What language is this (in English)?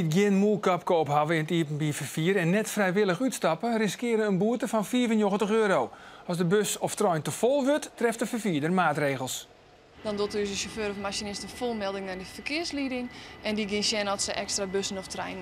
Western Frisian